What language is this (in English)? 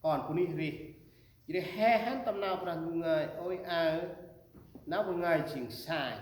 Central Mnong